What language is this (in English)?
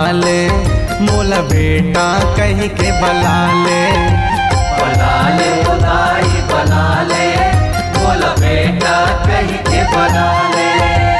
Chhattisgarhi